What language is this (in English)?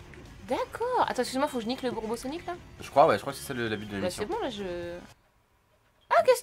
French